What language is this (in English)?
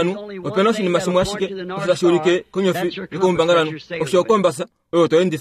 Kuanyama